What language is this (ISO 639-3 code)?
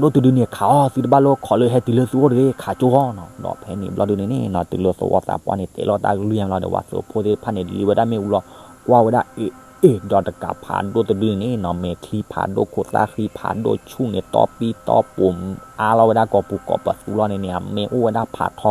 ksw